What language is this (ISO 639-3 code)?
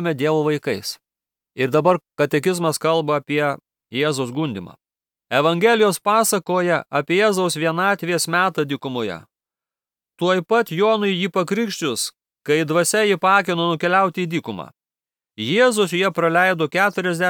lit